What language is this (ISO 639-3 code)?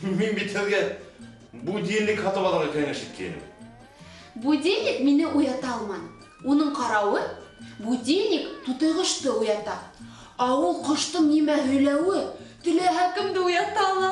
bak